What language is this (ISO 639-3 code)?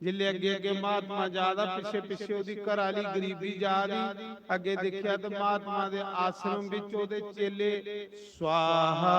doi